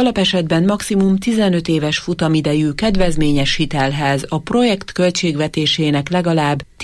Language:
Hungarian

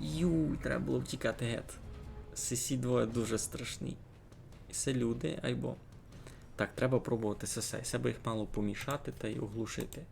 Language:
Rusyn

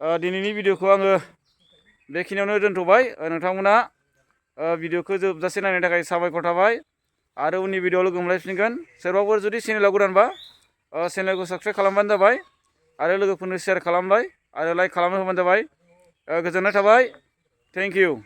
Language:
Bodo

